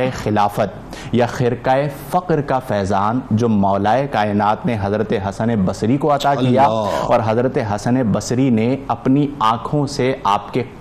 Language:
Urdu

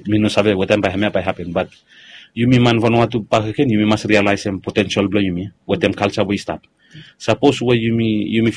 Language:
Bislama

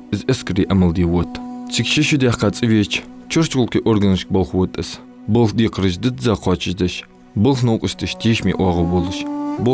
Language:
Ingush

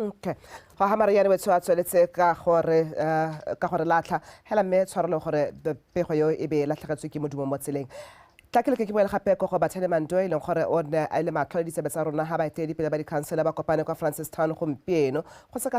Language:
Tswana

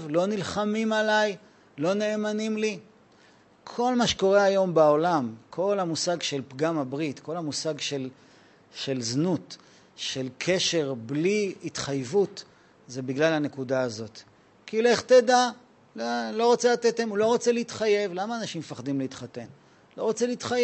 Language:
Hebrew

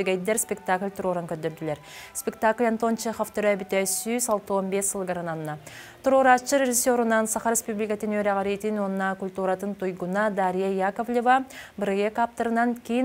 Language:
Yakut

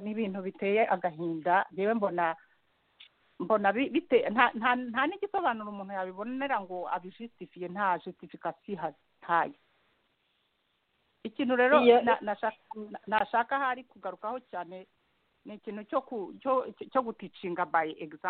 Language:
Kinyarwanda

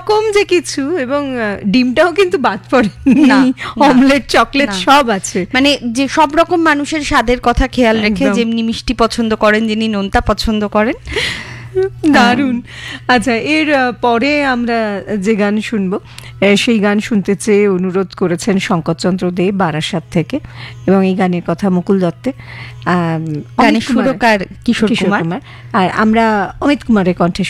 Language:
Bangla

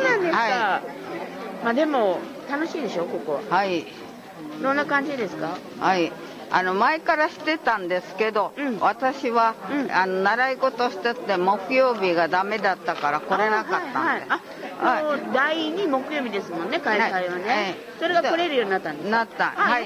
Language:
Japanese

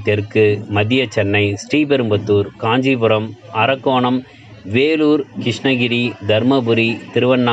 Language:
Tamil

